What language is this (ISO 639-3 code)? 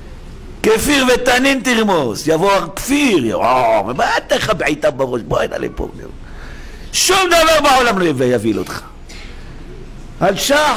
heb